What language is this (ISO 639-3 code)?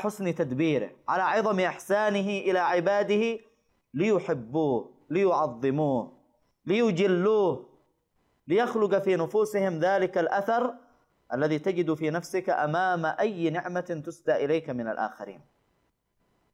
ara